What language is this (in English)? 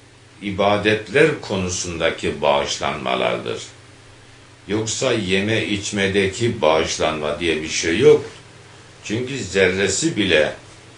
Turkish